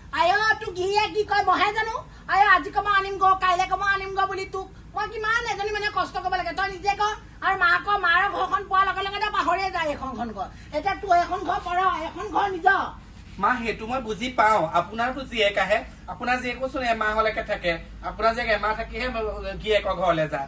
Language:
Assamese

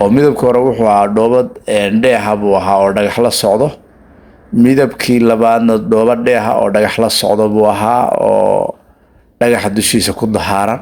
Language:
Somali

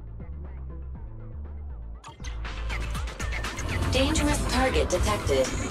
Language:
English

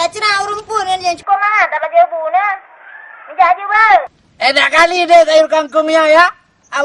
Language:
Achinese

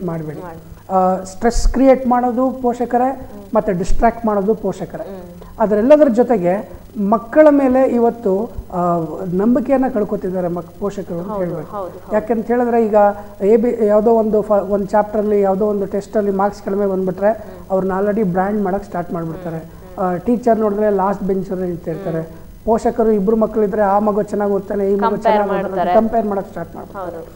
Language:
Kannada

